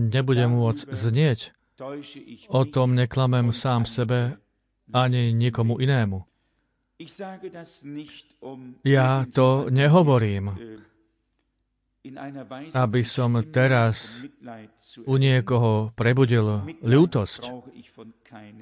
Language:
Slovak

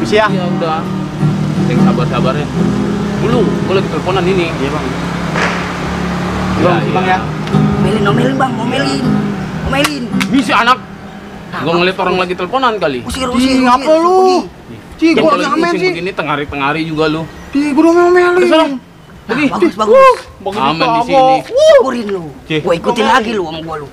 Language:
Betawi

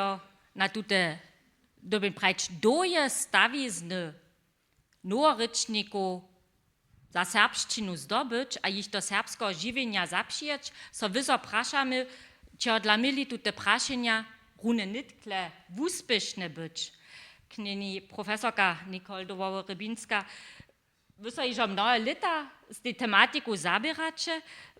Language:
Upper Sorbian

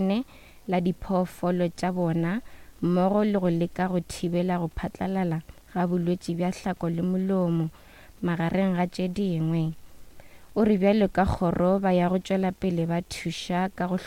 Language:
Northern Sotho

